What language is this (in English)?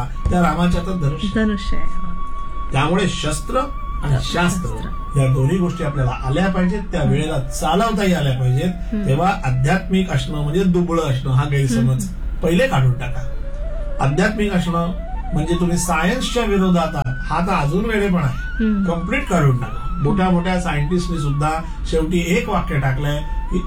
Marathi